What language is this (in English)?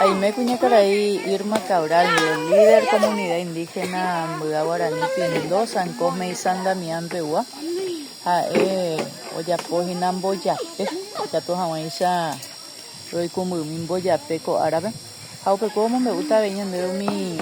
Guarani